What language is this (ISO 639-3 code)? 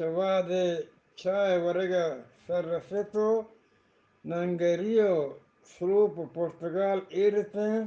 bgp